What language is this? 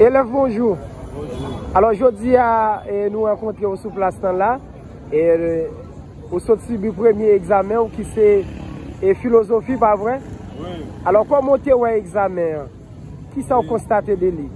Haitian Creole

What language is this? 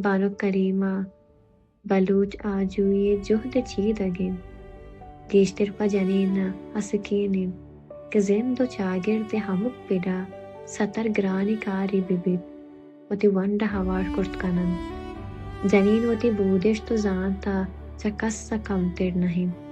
Baluchi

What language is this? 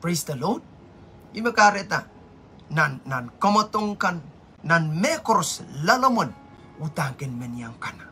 Pohnpeian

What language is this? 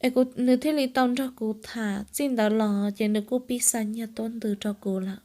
Hmong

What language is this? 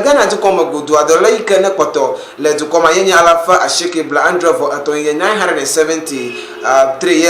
Ewe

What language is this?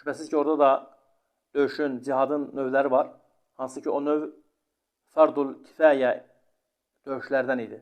Azerbaijani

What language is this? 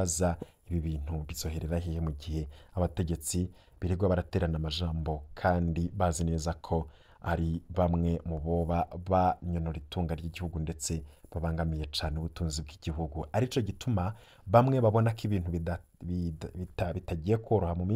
Rundi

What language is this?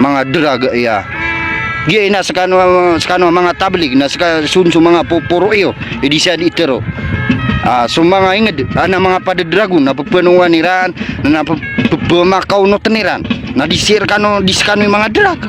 Maranao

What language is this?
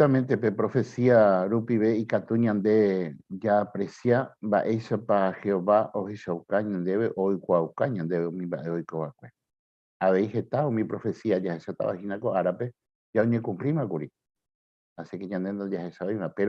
Guarani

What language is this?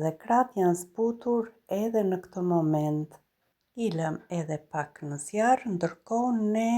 Albanian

